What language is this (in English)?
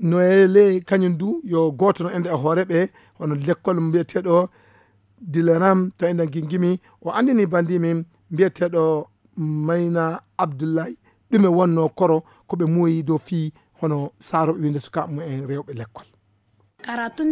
Fula